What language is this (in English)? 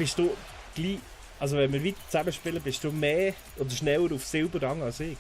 Swiss German